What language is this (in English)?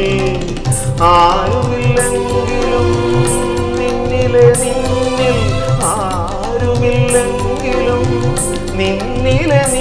Malayalam